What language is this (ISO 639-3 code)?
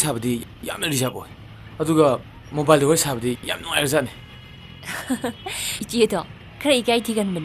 mni